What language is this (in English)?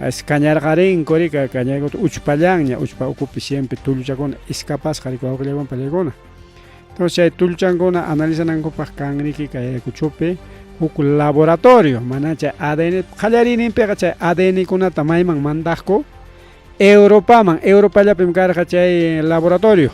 Ayacucho Quechua